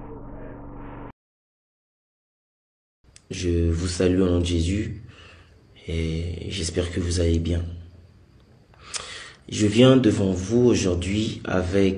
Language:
French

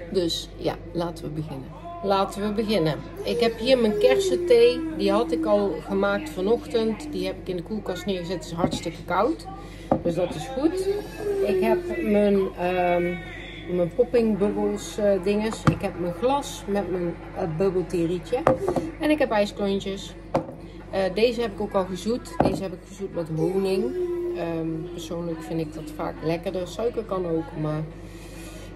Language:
Dutch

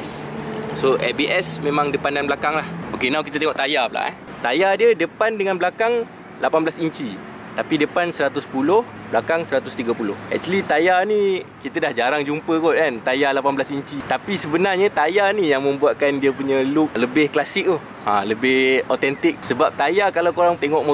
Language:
Malay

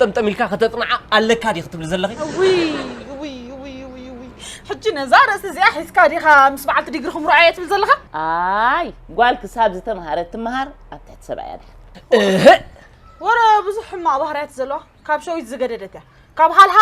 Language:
Tigrinya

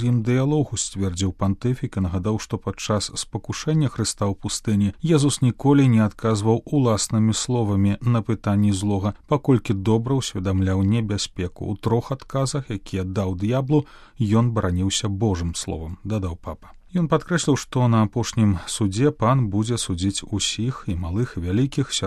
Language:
Belarusian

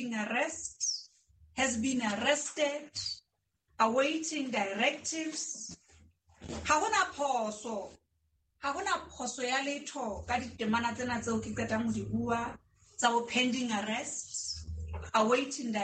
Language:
Southern Sotho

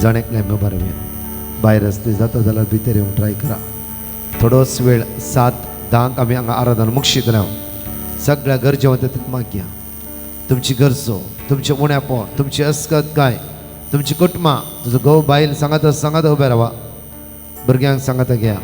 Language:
Konkani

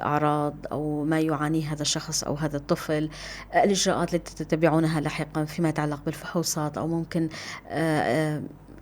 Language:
North Levantine Arabic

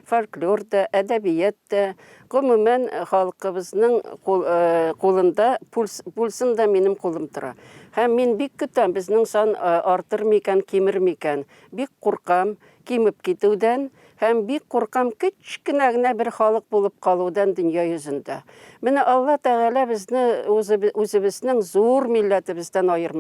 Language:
Tatar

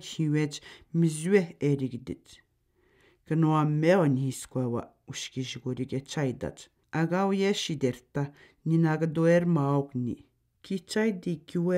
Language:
Atikamekw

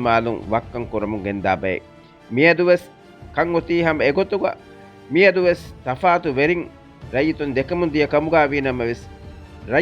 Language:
Divehi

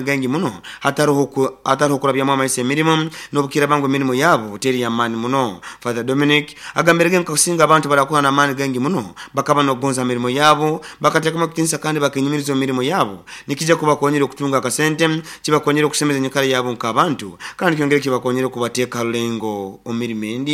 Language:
Nyoro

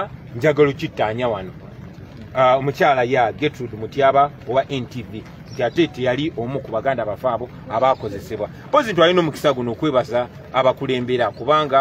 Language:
Ganda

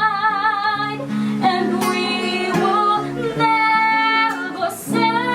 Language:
Bikol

